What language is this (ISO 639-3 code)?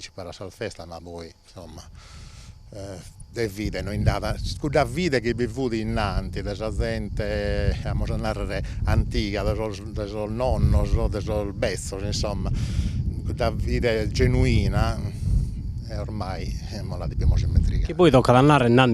srd